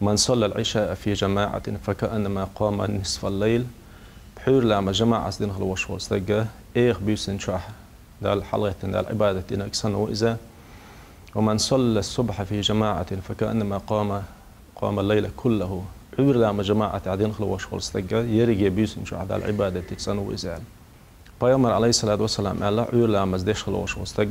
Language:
Chechen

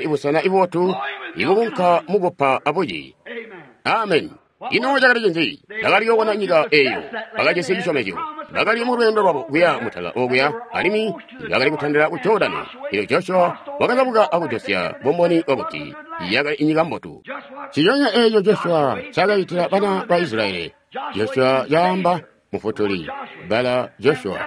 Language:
Tonga (Zambia)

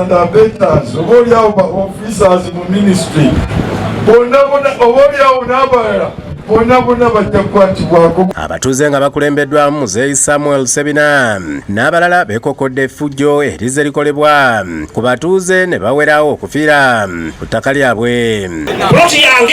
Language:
Ganda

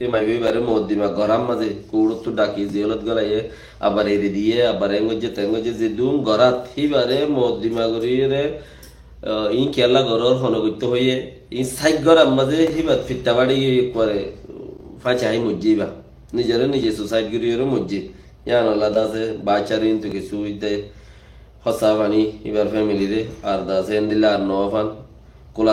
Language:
Rohingya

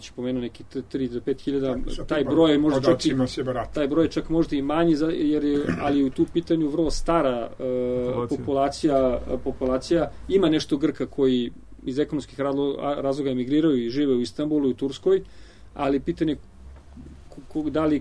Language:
Serbian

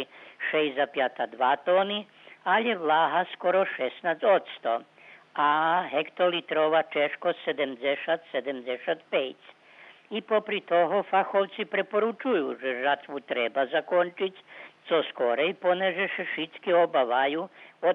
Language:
Rusyn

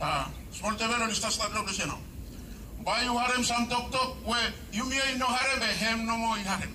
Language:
Bislama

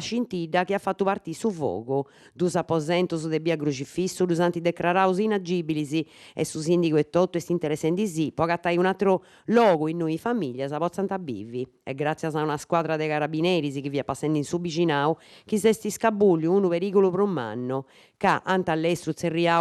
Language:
Sardinian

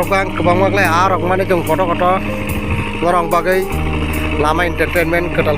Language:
Kok Borok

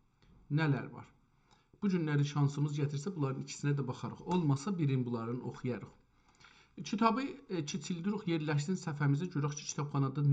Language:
South Azerbaijani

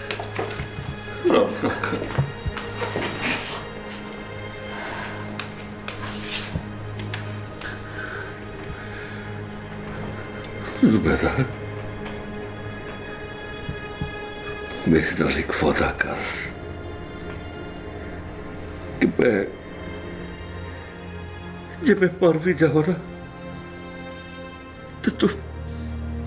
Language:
Punjabi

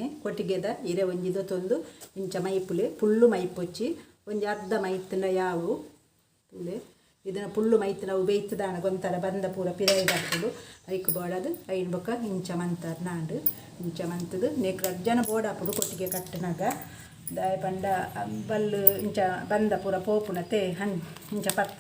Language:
Tulu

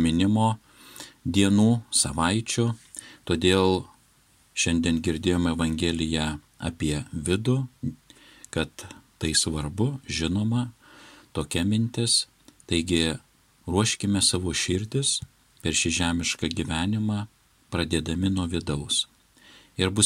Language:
Lithuanian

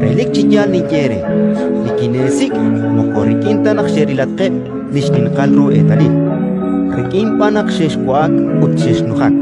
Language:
Kekchí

